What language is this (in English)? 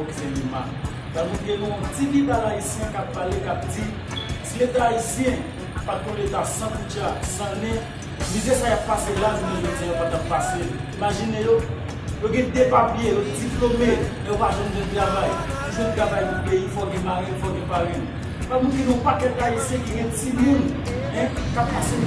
Haitian Creole